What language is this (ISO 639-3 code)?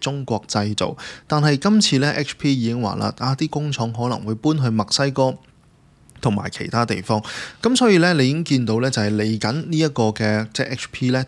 yue